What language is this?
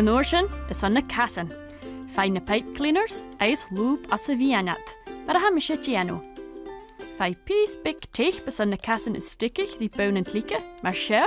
Scottish Gaelic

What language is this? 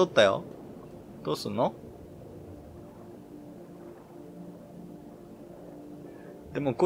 Japanese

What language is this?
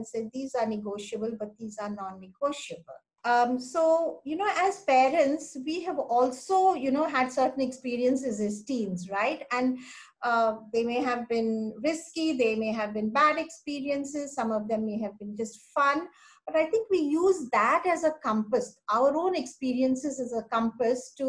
English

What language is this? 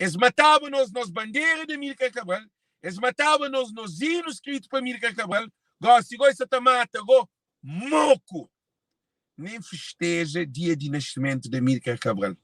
Kabuverdianu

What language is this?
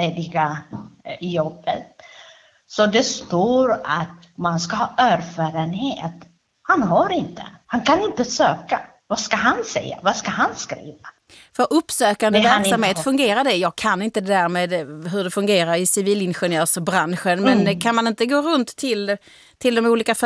Swedish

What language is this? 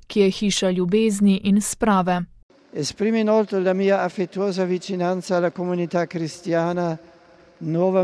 Slovenian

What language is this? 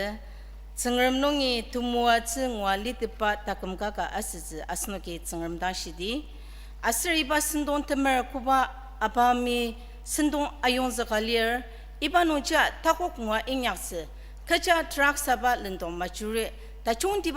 Ao Naga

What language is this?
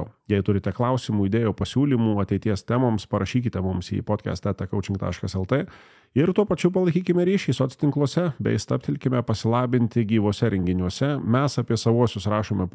Lithuanian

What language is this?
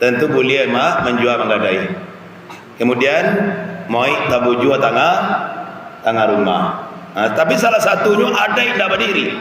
Minangkabau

